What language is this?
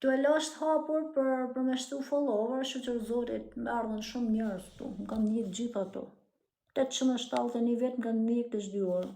Albanian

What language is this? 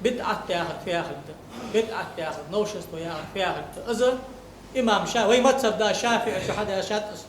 Ingush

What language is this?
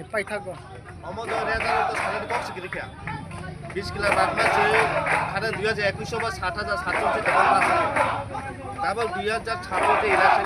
Kok Borok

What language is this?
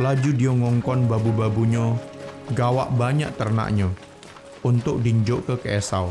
Musi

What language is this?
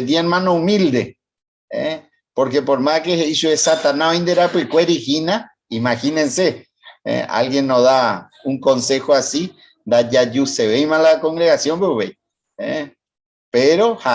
Guarani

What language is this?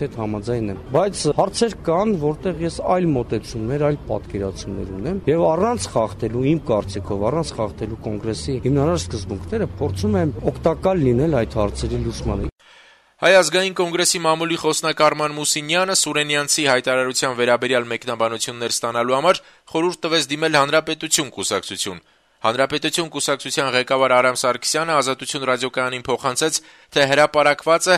Armenian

